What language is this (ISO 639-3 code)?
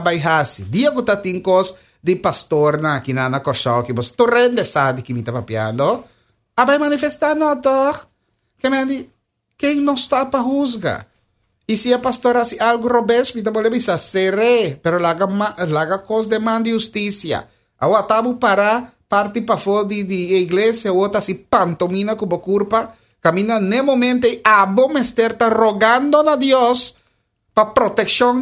pap